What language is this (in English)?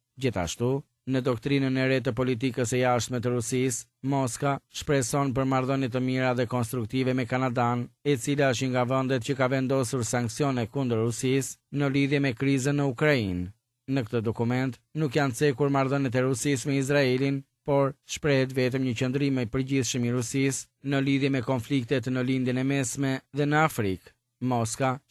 Albanian